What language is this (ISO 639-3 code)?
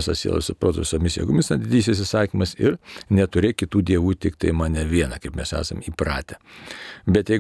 lit